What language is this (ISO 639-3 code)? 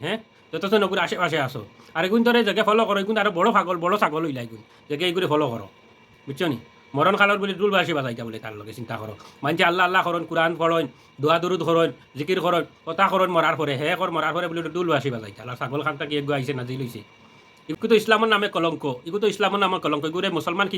syl